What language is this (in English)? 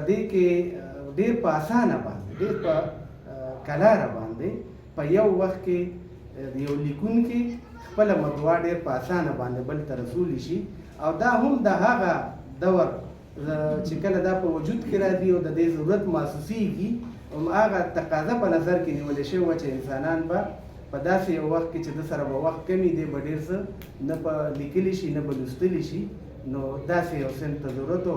Pashto